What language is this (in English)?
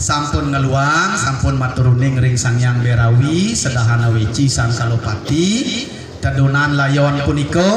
Balinese